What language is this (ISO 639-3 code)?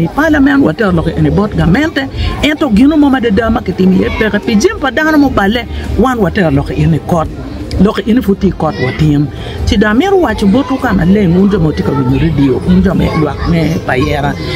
ach